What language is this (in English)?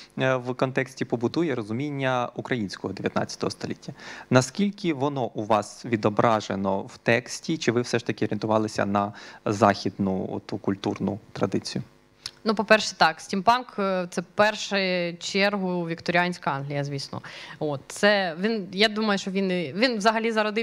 Ukrainian